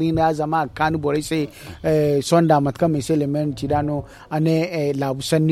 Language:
Zarma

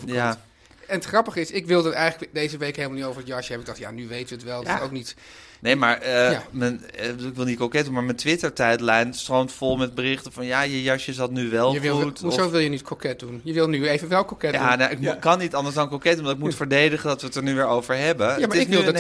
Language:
Dutch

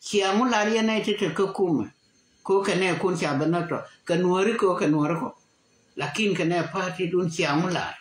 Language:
Nuer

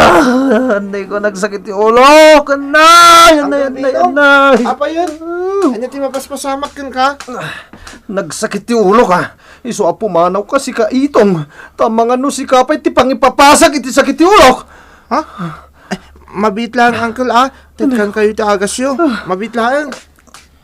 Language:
Iloko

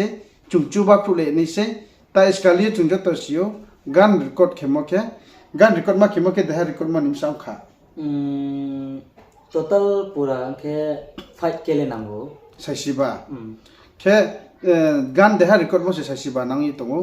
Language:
Riang (India)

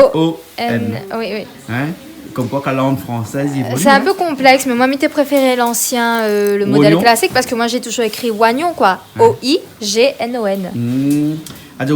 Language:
Réunion Creole French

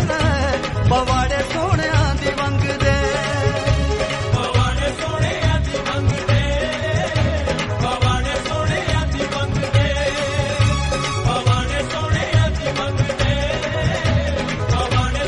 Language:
Punjabi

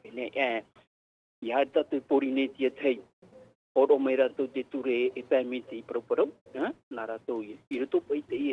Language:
Tahitian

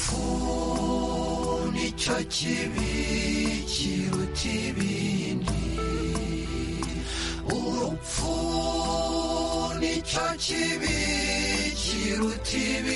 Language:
Kinyarwanda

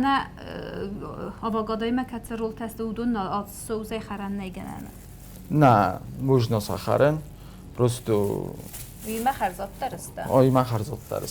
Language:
Ossetic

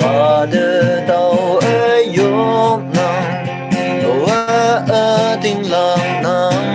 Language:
Naga Pidgin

